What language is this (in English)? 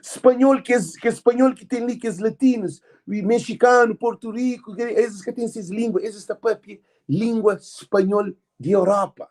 Kabuverdianu